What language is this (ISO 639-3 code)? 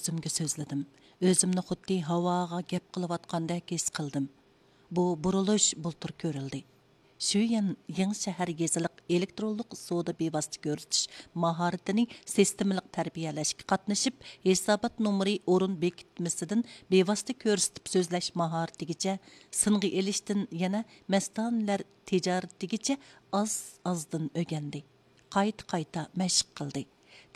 uig